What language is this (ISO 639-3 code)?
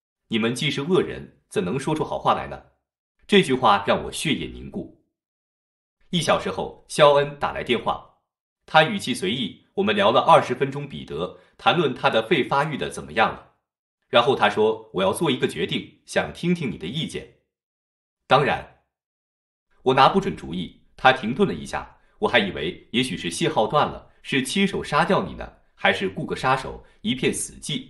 zho